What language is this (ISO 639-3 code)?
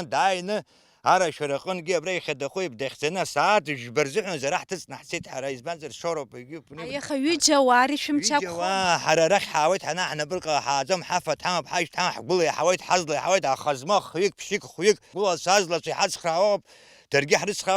abk